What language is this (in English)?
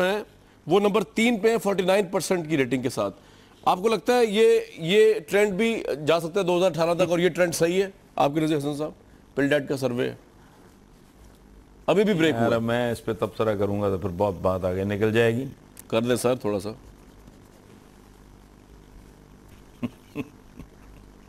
Urdu